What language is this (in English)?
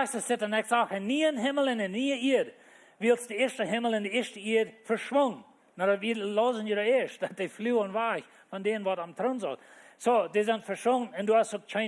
Plautdietsch